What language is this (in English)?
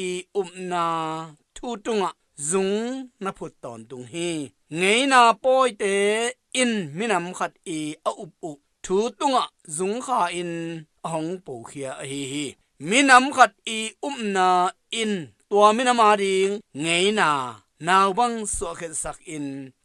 Tedim Chin